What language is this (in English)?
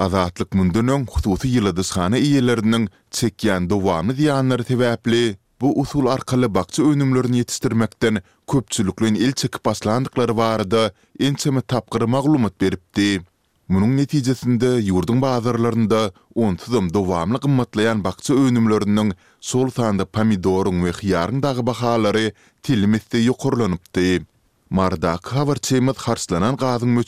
Turkmen